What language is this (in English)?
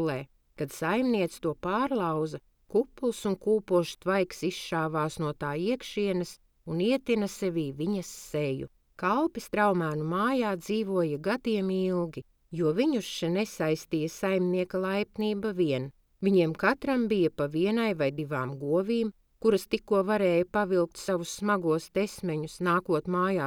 Latvian